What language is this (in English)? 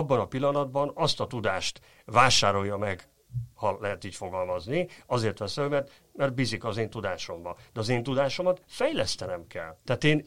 Hungarian